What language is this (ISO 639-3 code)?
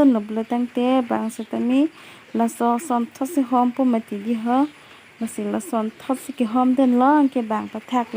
mjw